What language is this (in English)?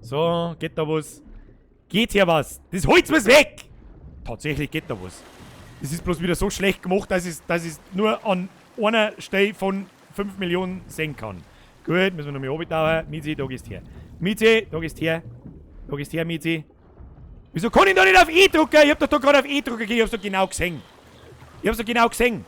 Bavarian